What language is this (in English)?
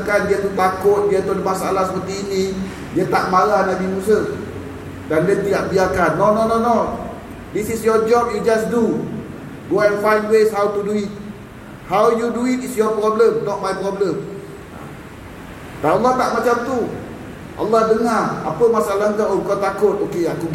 Malay